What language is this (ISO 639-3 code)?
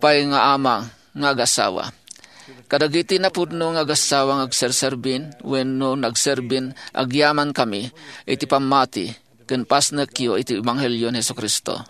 ilo